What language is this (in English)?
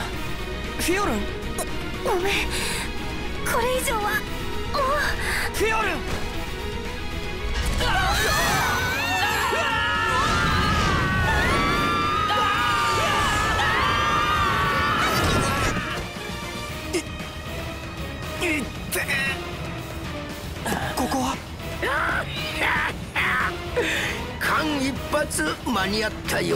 Japanese